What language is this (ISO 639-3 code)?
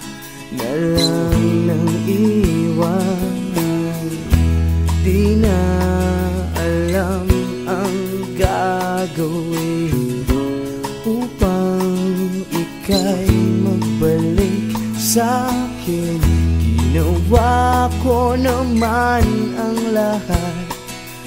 fil